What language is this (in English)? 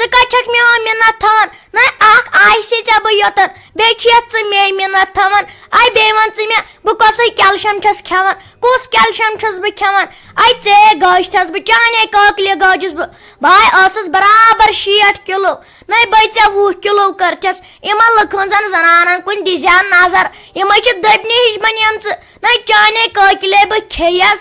Kashmiri